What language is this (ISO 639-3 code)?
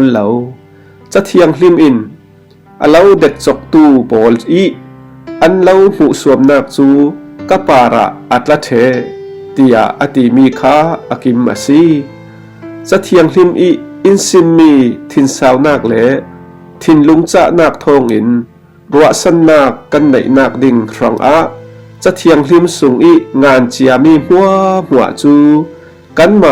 cfm